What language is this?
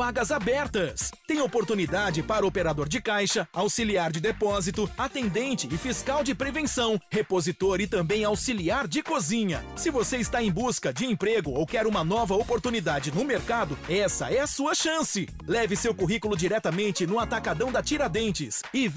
Portuguese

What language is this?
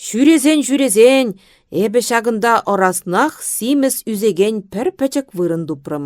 Chuvash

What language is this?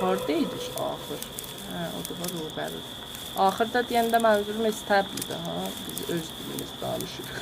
South Azerbaijani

